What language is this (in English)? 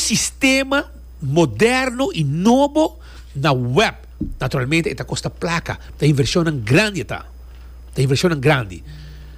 Papiamento